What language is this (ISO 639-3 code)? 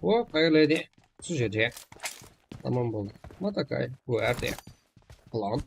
kaa